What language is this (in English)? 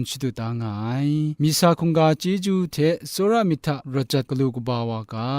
Kachin